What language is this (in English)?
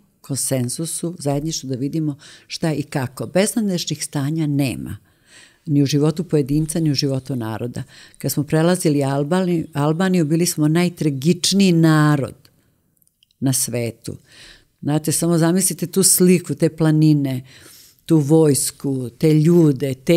Serbian